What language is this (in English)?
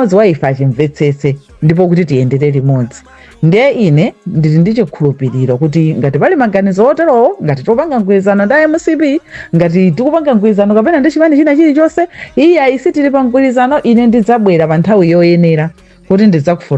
Nyanja